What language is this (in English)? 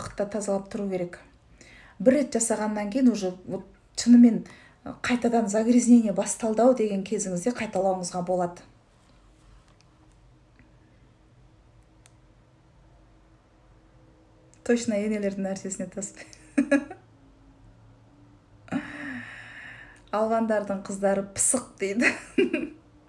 Kazakh